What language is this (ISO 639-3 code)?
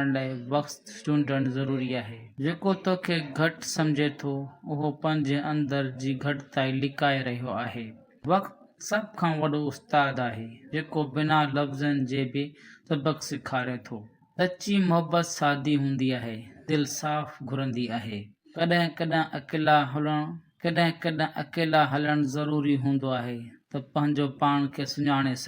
snd